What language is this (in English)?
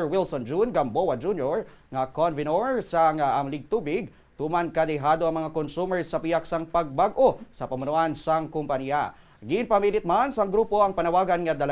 Hiligaynon